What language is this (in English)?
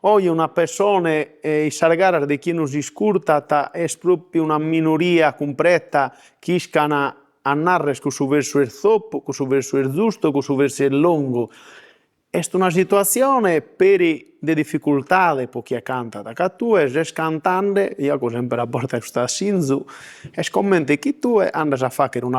Sardinian